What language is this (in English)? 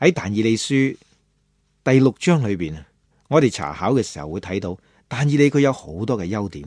Cantonese